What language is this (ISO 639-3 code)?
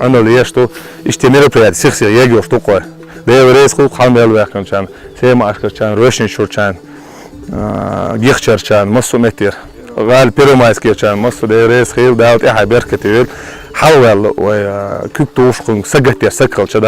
che